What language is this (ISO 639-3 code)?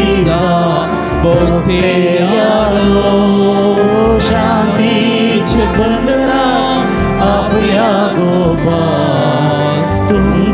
kok